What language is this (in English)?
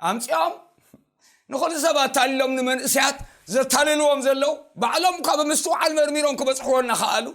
Tigrinya